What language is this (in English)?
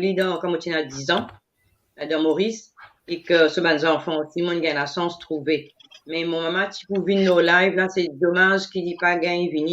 Morisyen